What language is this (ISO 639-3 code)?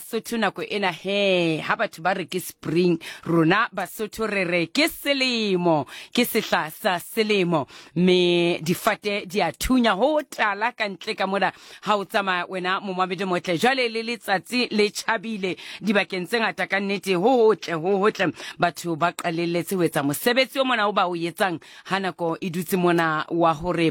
sot